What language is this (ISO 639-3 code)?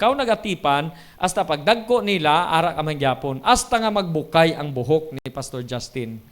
hil